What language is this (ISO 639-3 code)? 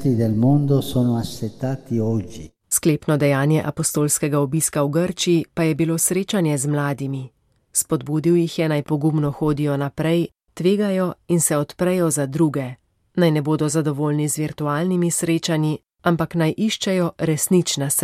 slv